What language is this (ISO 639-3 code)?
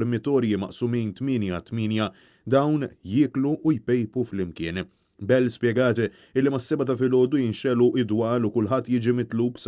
mlt